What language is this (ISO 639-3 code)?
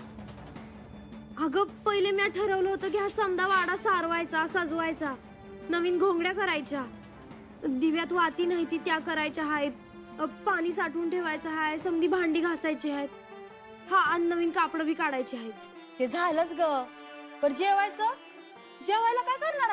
mar